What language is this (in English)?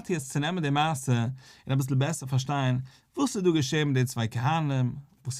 Yiddish